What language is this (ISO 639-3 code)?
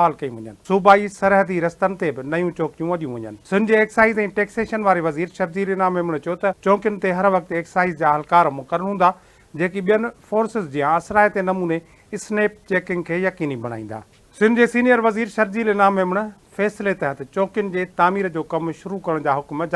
snd